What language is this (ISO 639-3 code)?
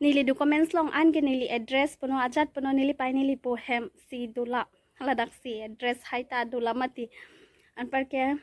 mjw